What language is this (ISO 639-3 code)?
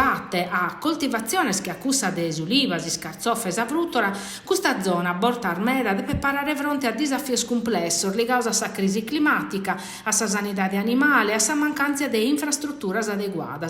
srd